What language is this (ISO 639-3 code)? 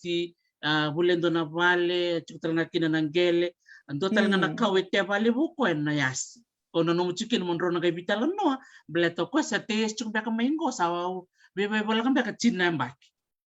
fij